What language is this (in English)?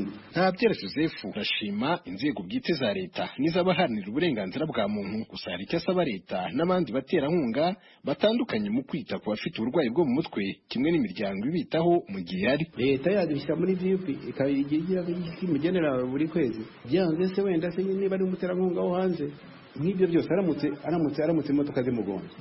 Kinyarwanda